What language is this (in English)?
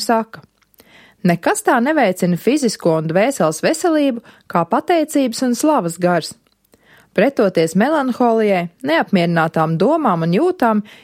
Latvian